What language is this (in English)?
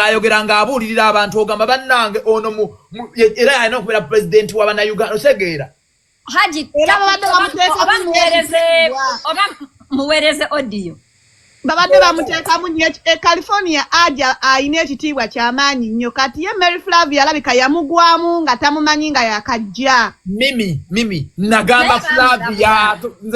Ganda